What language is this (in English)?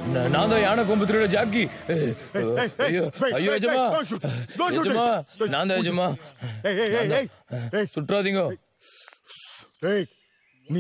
Tamil